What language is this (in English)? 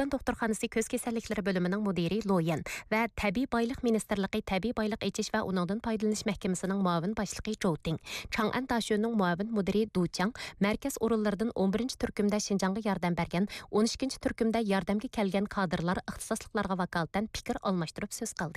Uyghur